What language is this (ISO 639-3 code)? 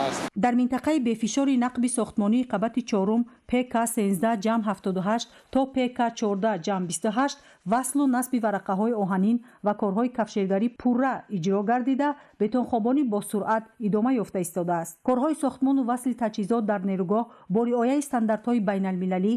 tgk